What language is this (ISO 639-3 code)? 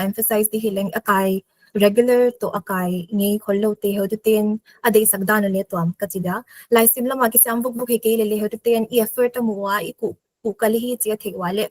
pck